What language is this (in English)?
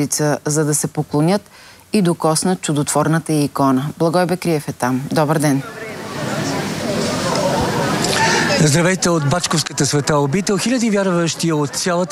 Bulgarian